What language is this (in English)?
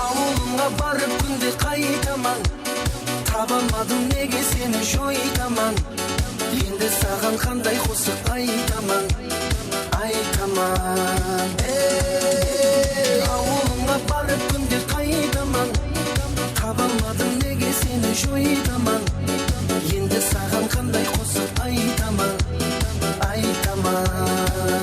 Kara-Kalpak